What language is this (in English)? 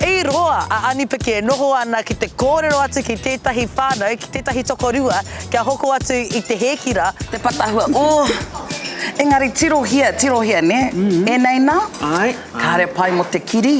Māori